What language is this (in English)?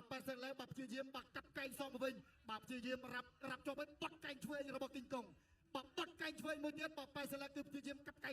Khmer